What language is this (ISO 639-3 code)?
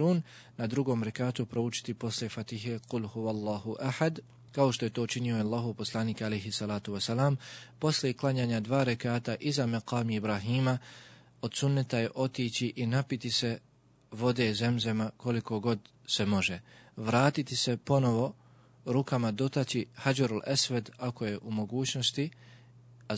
bos